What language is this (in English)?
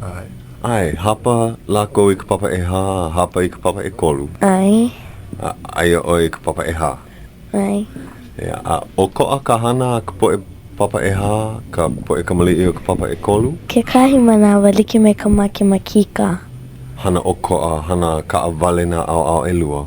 Hawaiian